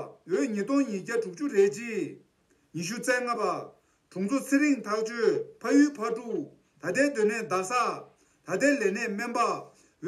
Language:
Tibetan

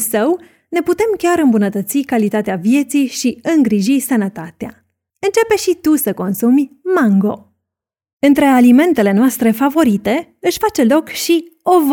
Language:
Romanian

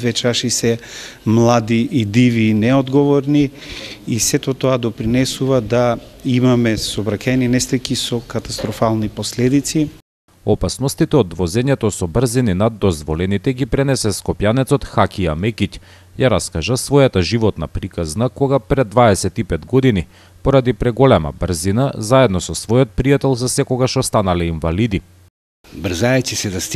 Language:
Macedonian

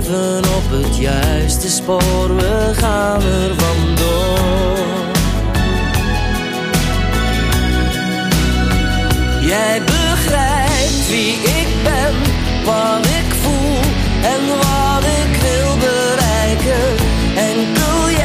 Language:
Dutch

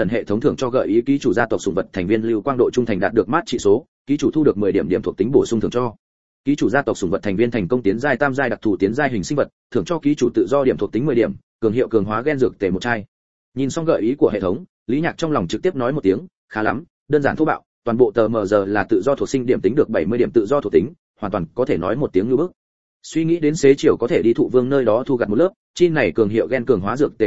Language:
Vietnamese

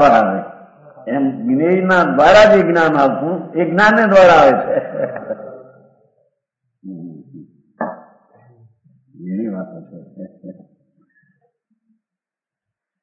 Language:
Gujarati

